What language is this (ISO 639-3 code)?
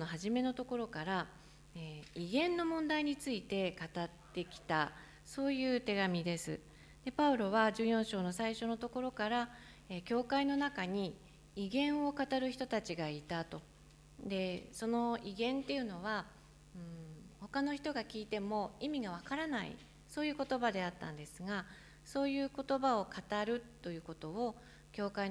jpn